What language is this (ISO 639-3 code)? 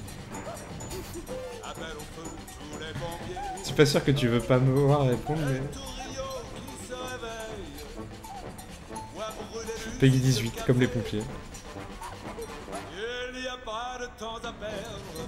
fra